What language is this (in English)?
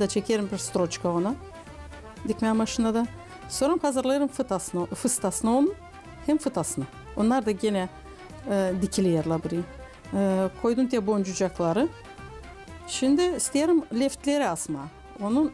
Gagauz